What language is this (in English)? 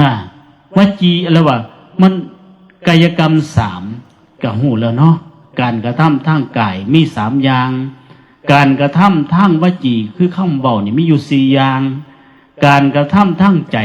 Northeastern Thai